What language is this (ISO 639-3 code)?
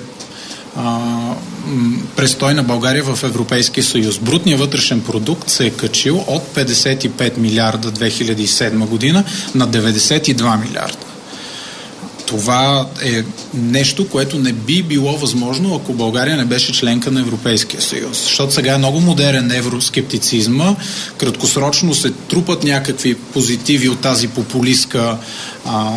bul